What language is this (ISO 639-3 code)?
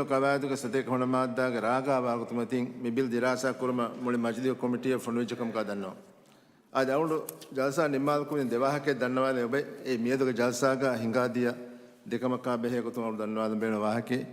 div